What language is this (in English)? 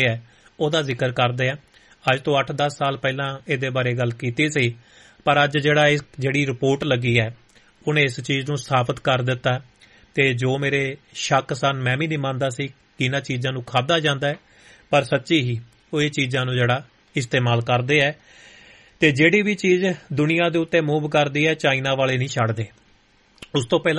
Punjabi